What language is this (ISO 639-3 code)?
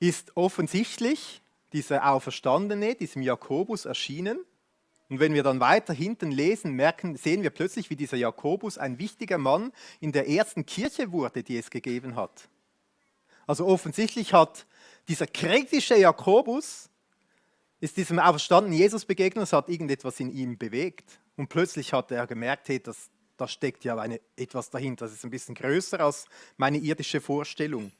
gsw